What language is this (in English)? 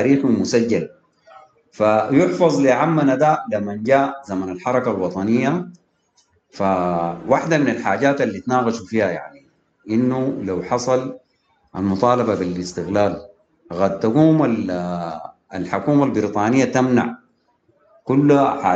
Sudanese Arabic